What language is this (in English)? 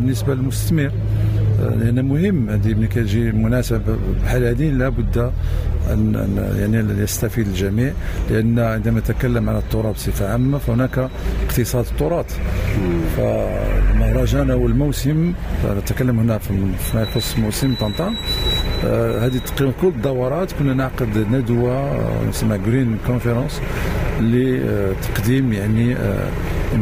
Moroccan Arabic